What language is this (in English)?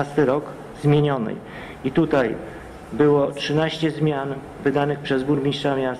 Polish